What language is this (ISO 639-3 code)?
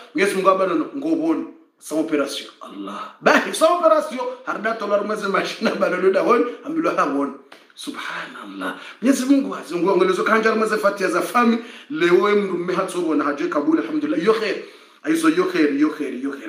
swa